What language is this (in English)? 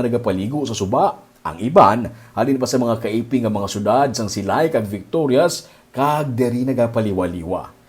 Hiligaynon